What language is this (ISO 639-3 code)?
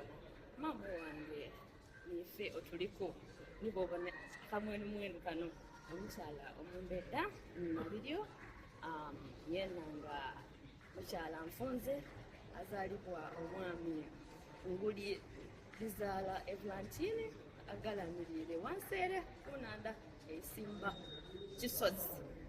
xog